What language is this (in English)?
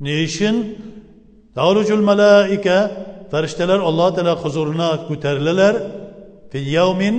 Tatar